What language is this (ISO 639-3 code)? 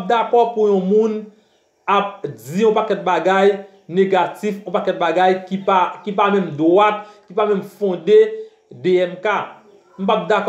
hat